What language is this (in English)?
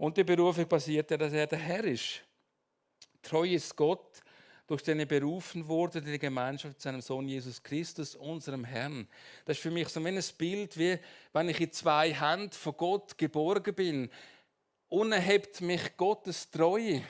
Swiss German